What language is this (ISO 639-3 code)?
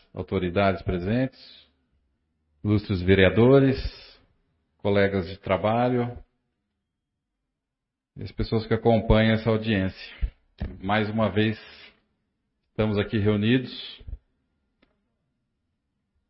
por